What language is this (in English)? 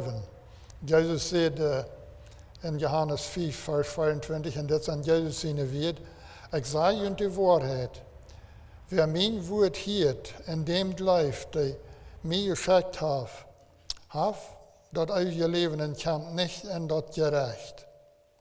Plautdietsch